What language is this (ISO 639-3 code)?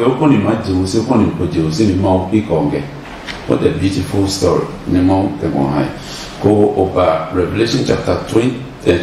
ada